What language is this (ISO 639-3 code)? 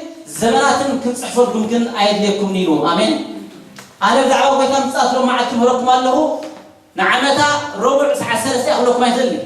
tir